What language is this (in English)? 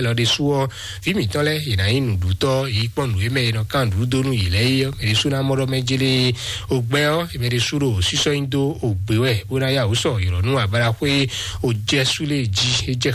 Fon